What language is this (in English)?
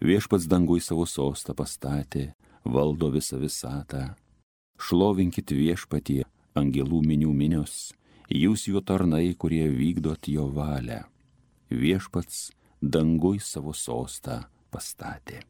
Lithuanian